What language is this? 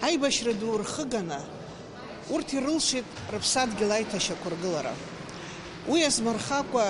Abkhazian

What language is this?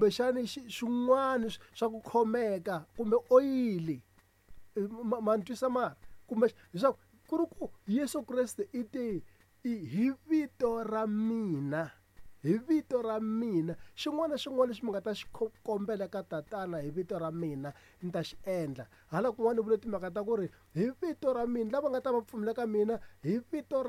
Tsonga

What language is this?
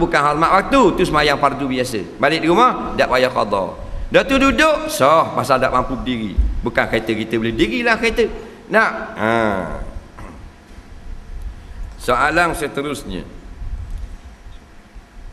Malay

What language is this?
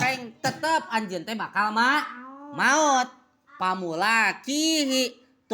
Sundanese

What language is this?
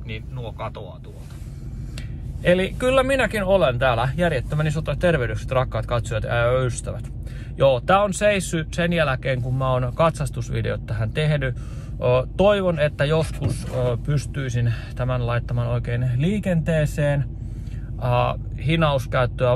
Finnish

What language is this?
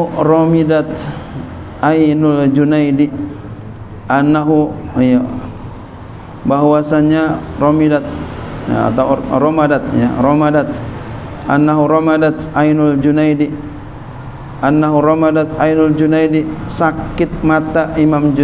Indonesian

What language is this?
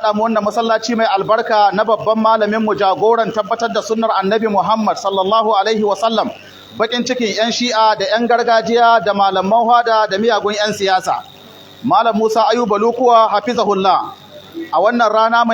Hausa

